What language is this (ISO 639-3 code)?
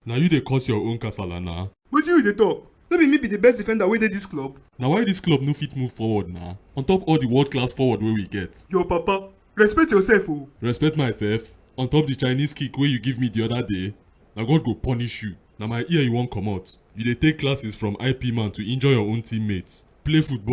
pcm